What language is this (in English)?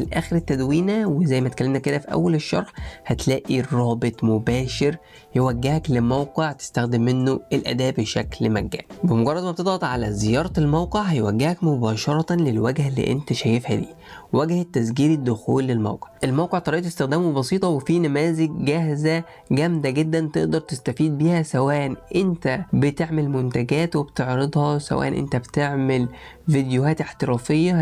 Egyptian Arabic